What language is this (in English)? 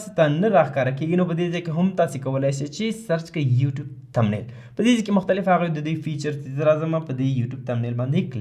Pashto